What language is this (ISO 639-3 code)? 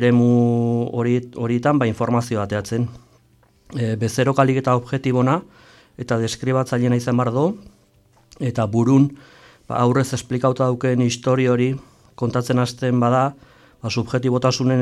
eus